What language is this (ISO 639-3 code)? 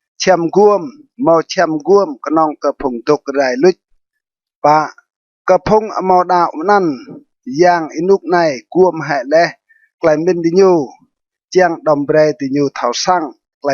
rad